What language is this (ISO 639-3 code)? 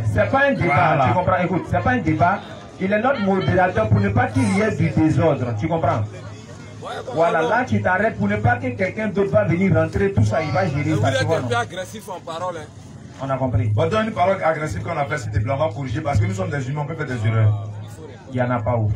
fra